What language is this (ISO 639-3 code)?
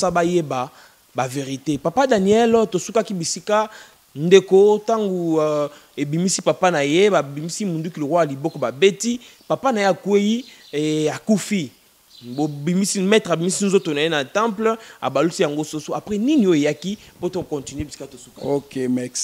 lin